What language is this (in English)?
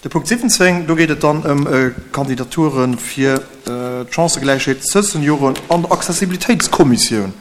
Luxembourgish